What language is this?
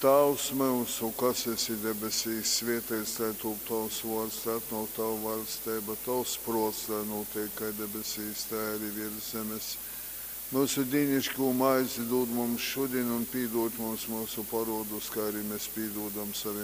Latgalian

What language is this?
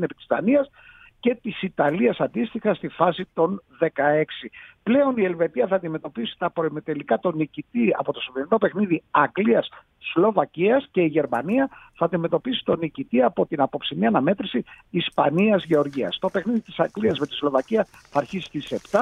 Greek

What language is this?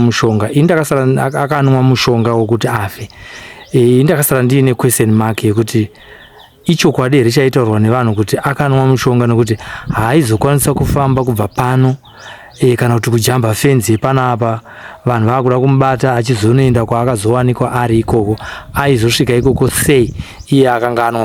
Shona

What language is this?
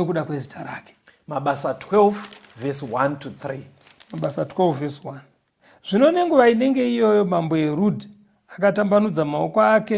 Shona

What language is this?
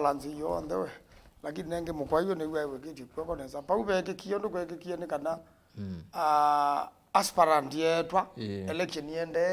Kamba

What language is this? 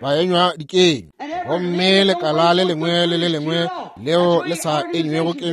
Northern Sotho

